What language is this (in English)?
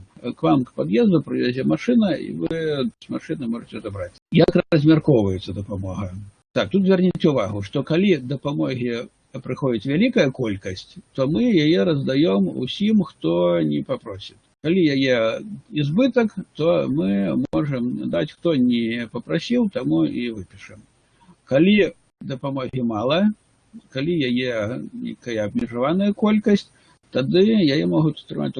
Belarusian